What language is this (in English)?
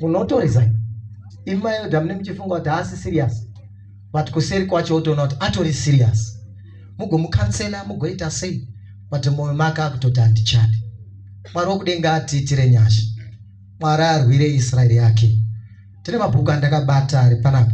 Shona